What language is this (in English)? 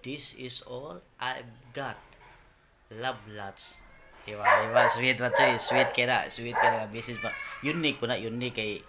Cebuano